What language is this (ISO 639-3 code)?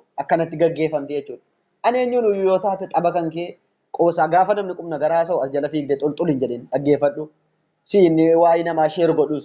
orm